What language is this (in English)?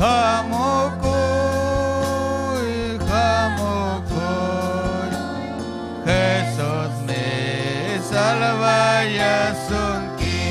Ayacucho Quechua